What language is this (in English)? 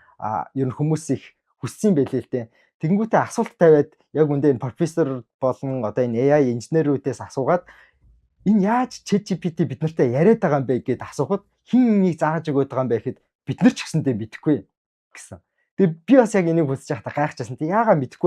Mongolian